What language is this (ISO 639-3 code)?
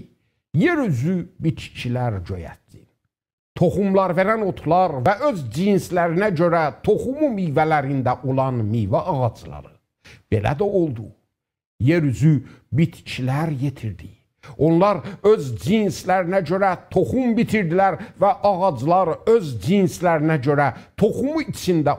azb